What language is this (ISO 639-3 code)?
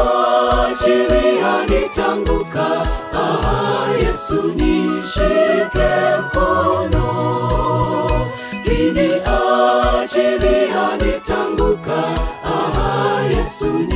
swa